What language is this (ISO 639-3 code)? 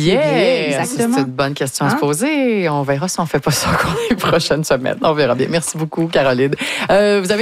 fra